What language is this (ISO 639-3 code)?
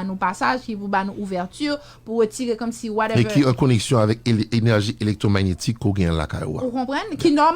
hat